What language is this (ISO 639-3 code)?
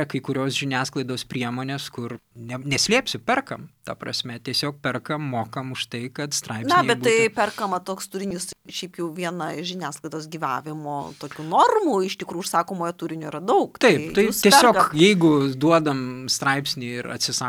lit